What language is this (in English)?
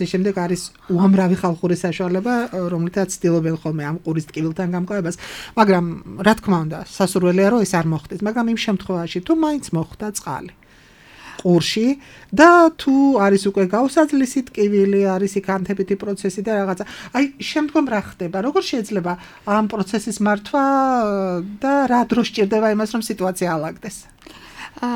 Georgian